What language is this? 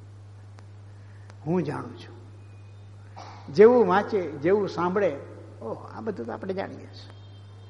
Gujarati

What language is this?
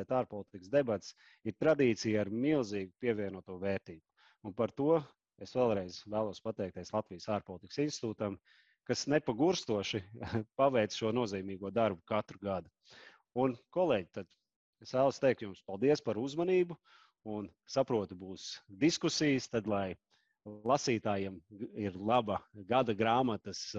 Latvian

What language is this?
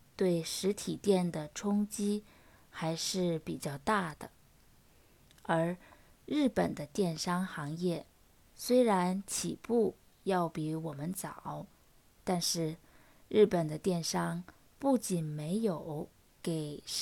Chinese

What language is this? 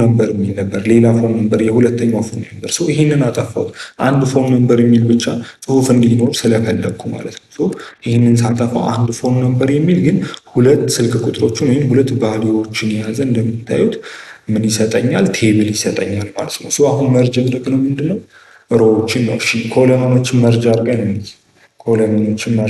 Amharic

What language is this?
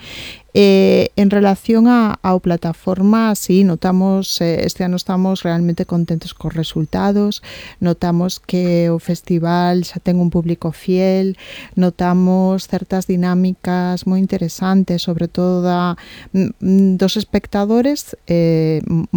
Galician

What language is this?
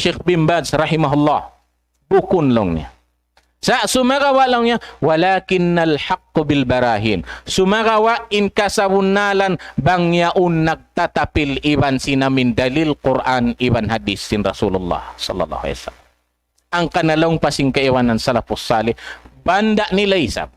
Tausug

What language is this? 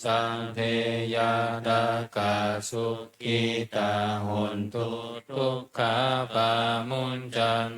Pali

